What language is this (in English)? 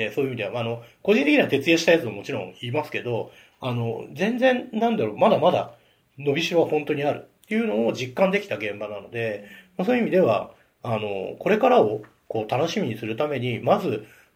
Japanese